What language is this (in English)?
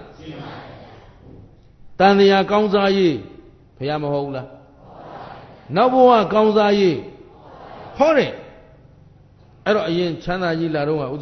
Burmese